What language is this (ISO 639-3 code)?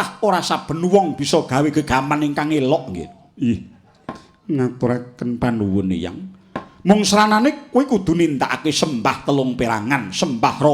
jav